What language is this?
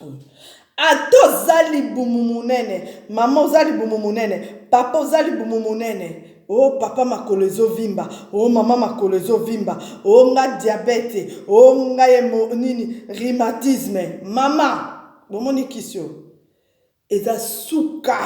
Lingala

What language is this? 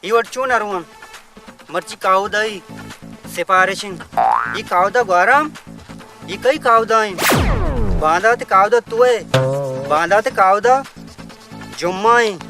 Baluchi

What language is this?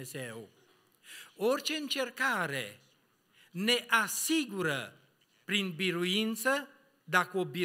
Romanian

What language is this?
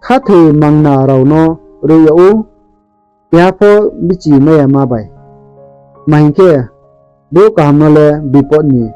Riang (India)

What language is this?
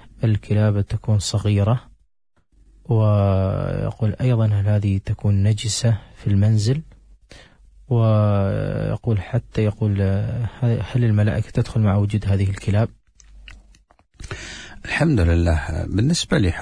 Arabic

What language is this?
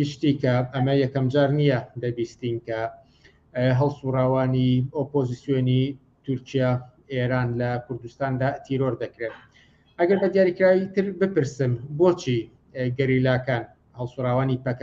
Central Kurdish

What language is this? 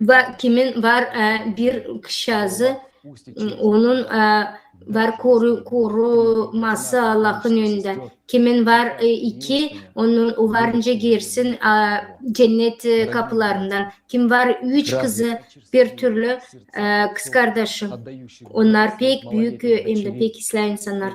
Gagauz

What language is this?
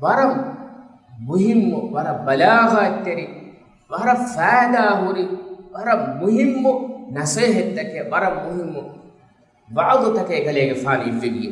Divehi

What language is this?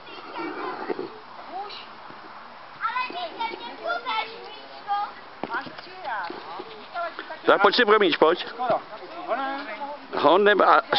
Czech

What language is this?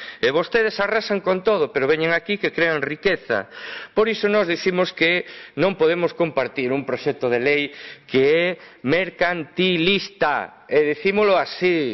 Galician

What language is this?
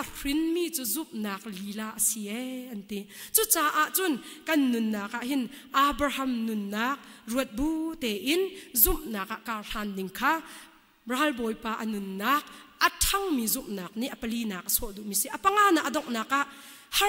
Hakha Chin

